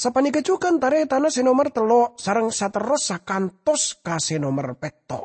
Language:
Madurese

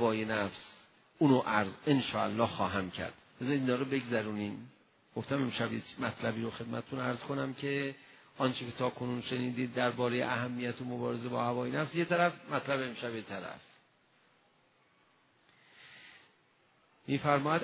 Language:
Persian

